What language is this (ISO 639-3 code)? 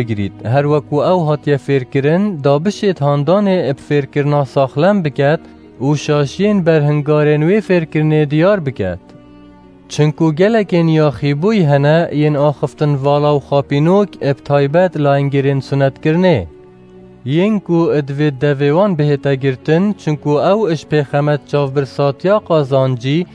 kur